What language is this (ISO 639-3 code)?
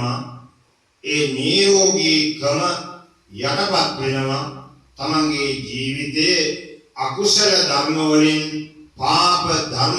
sin